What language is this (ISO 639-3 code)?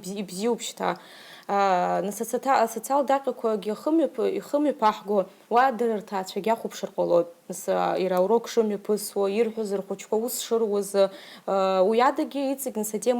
abk